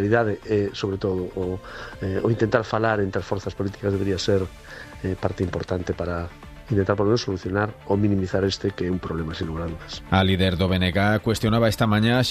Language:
Galician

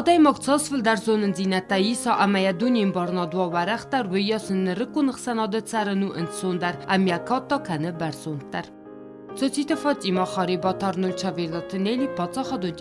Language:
Ossetic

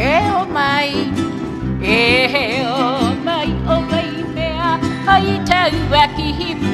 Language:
Hawaiian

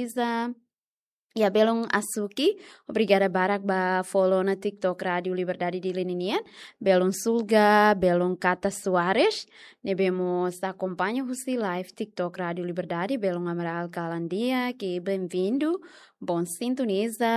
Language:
Tetum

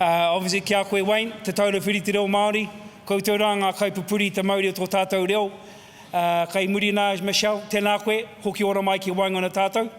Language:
Māori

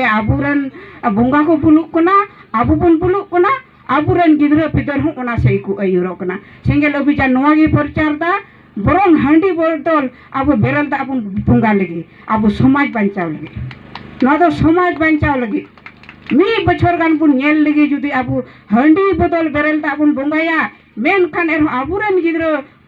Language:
Santali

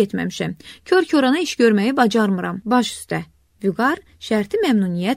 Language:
Azerbaijani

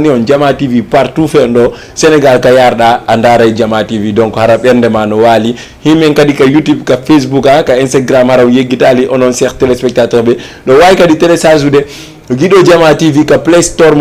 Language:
Fula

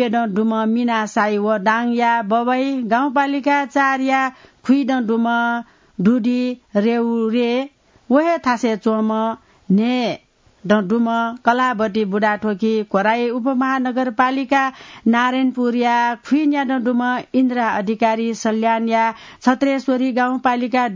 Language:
Newari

